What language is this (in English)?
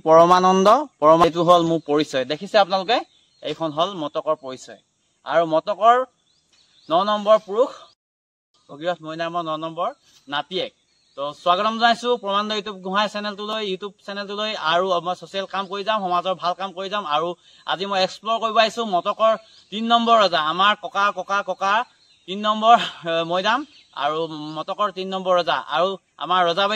Assamese